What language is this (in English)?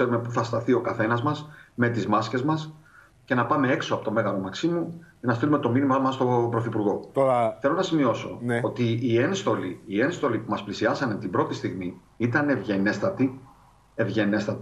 Greek